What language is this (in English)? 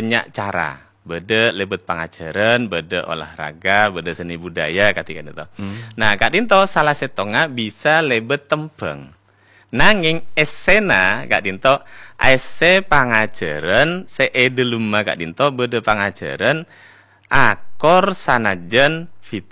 Madurese